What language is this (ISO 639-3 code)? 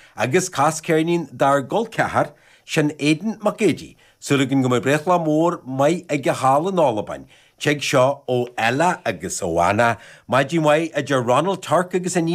gle